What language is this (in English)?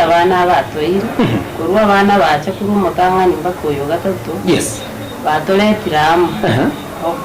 Gusii